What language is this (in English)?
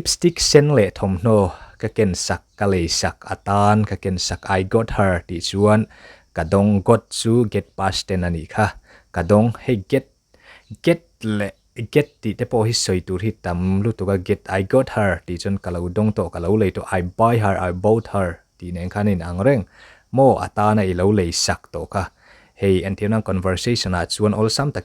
Mizo